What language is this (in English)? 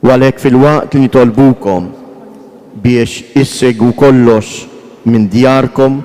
Maltese